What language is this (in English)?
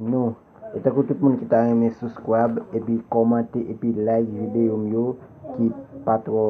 Haitian Creole